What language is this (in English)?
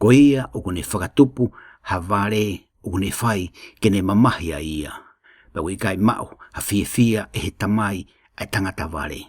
Tongan